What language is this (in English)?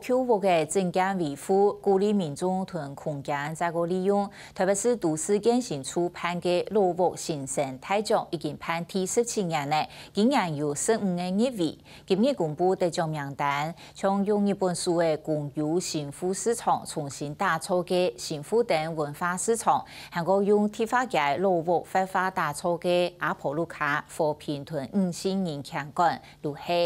Hakka Chinese